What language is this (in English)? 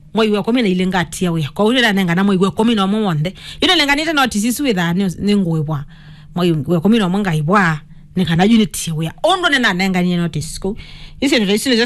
Kamba